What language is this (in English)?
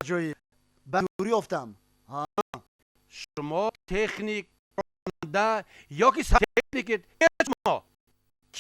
Tajik